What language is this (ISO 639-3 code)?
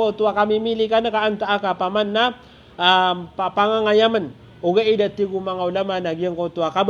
mrw